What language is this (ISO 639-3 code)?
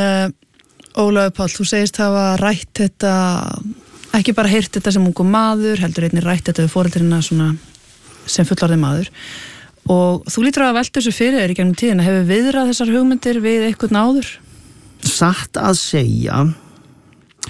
isl